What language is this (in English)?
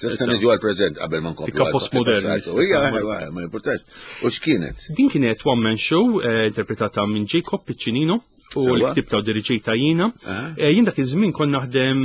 Maltese